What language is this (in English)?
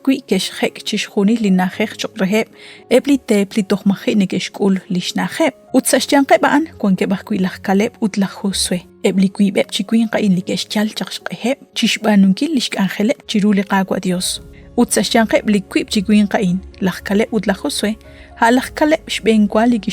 Kekchí